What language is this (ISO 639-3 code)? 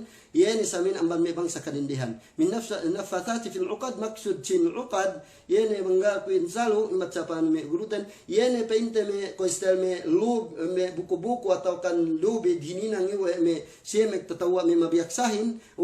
yka